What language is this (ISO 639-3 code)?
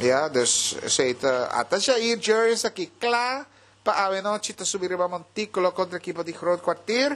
pap